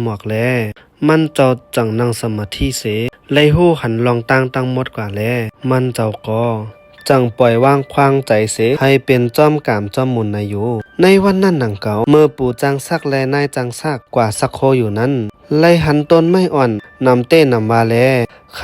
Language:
Shan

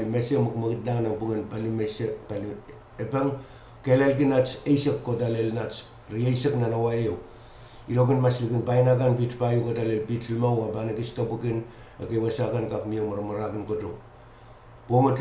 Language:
Pohnpeian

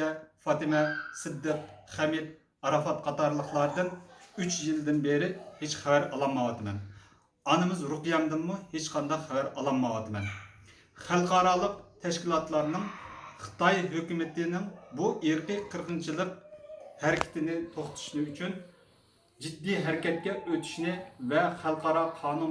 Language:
Uyghur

